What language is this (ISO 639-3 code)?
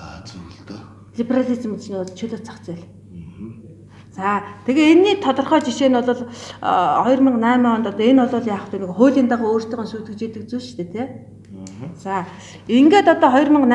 mon